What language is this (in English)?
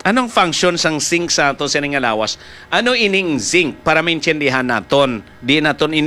Hiligaynon